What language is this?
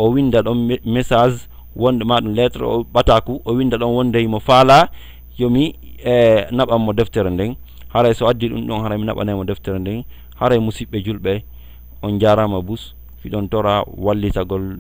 Fula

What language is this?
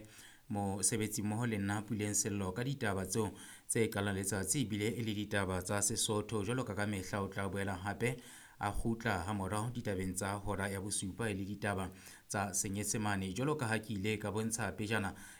Southern Sotho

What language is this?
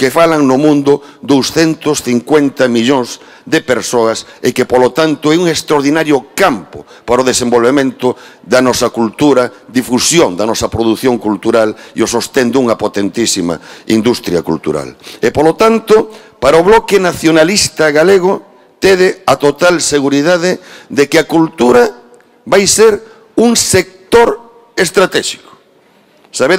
Galician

